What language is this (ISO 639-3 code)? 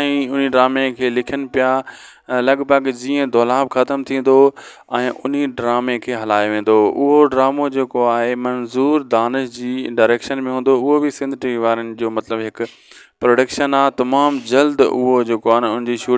snd